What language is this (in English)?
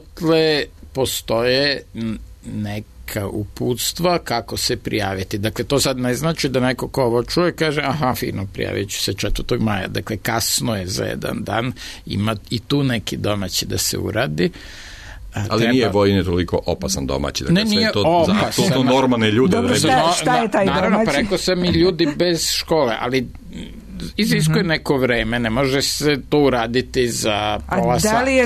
Serbian